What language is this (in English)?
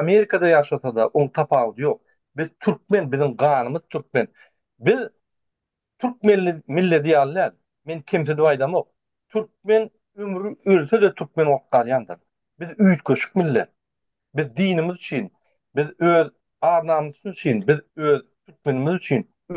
Turkmen